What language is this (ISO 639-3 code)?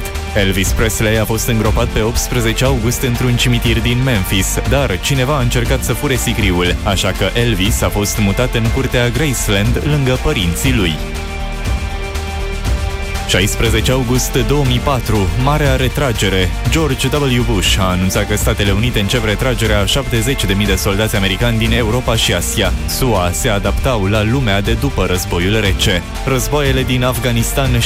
ron